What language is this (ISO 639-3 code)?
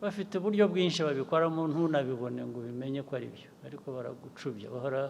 kin